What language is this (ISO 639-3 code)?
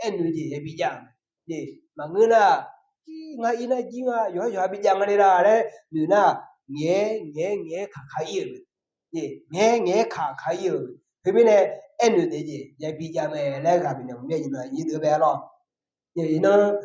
ahk